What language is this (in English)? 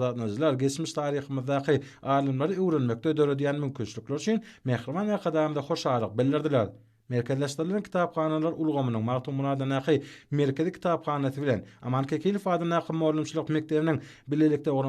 Turkmen